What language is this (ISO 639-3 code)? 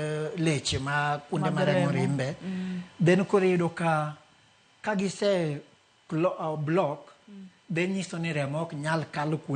luo